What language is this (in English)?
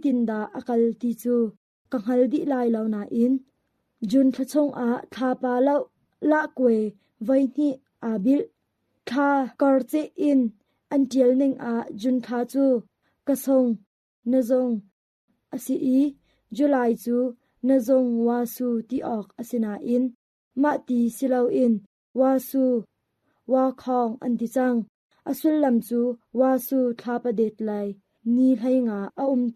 Hakha Chin